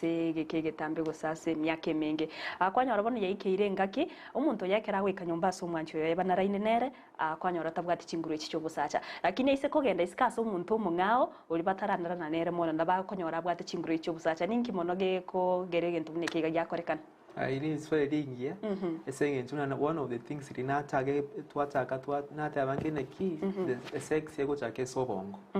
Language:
Gusii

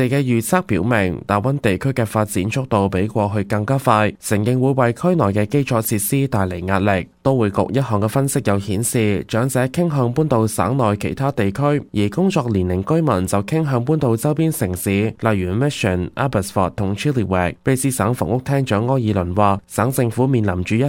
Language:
Cantonese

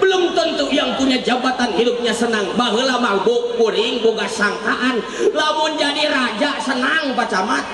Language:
Sundanese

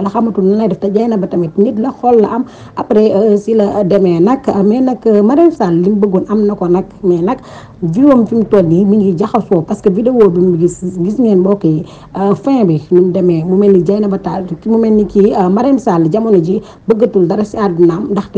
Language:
Wolof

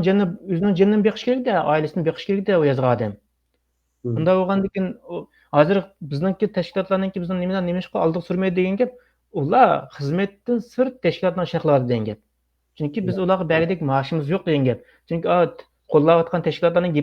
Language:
Uyghur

